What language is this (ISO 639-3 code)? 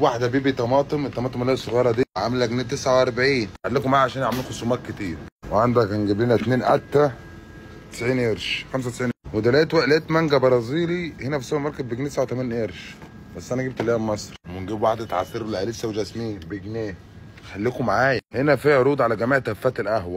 arz